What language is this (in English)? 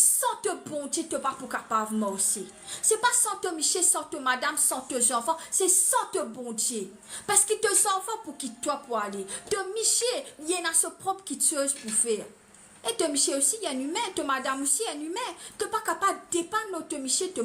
Morisyen